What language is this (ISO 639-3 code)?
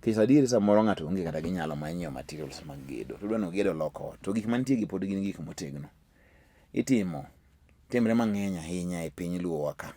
luo